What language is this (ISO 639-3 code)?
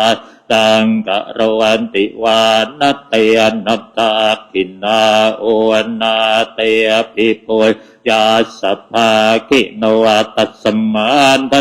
pli